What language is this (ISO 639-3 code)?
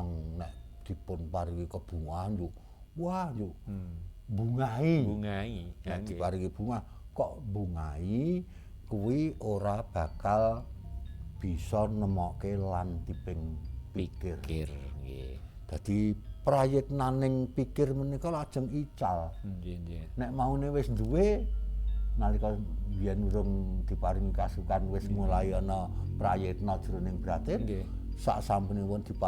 jav